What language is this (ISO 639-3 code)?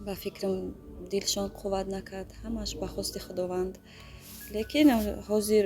tgk